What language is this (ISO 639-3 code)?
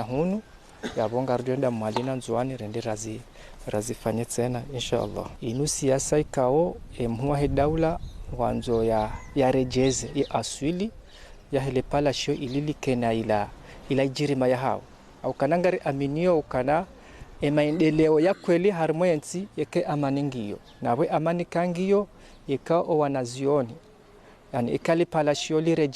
zdj